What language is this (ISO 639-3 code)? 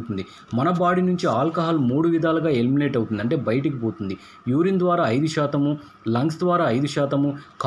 tel